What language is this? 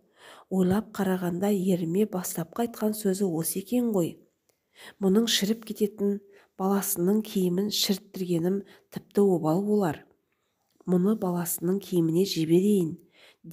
Kazakh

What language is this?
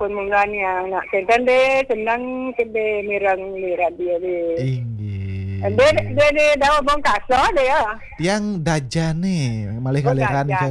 Balinese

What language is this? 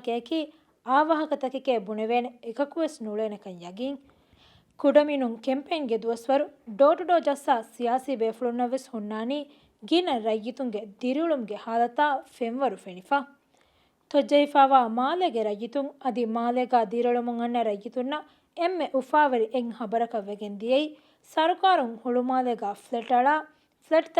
Divehi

